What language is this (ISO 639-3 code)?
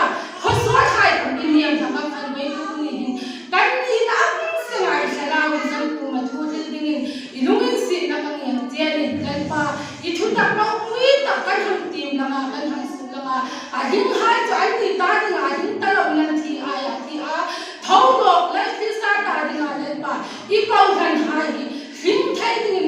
hmr